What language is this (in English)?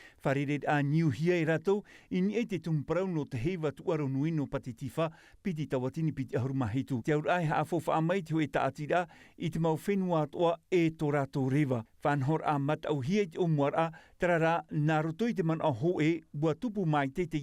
Tahitian